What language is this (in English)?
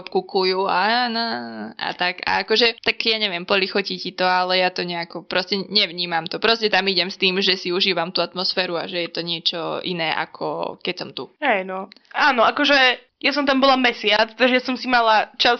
Slovak